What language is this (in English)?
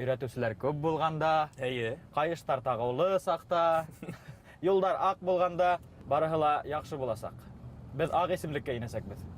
Bashkir